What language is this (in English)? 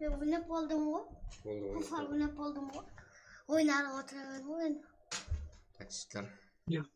Kara-Kalpak